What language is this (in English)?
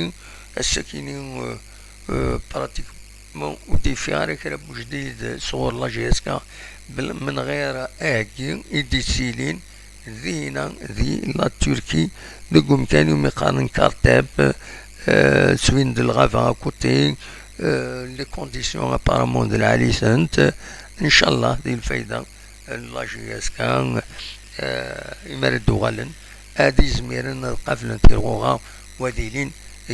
Kabyle